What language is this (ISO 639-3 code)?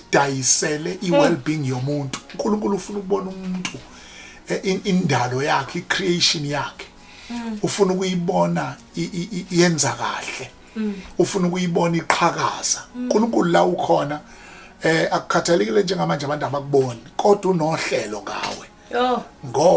zul